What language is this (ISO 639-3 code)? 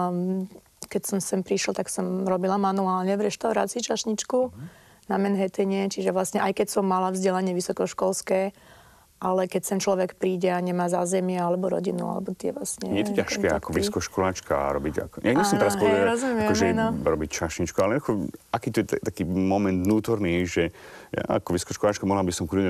slk